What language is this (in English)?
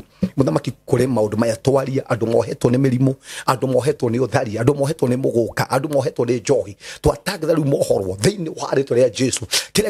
Kikuyu